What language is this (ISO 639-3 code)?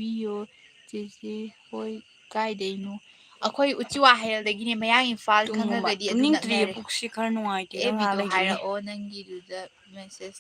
mni